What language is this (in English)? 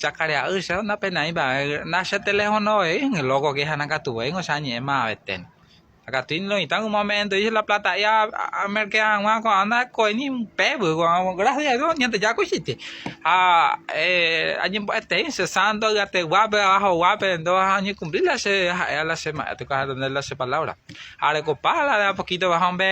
Guarani